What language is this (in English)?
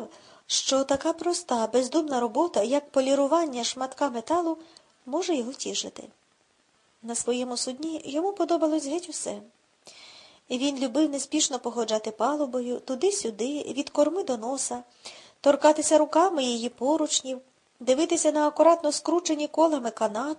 Ukrainian